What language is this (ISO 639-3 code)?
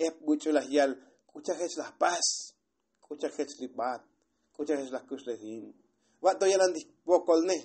tzo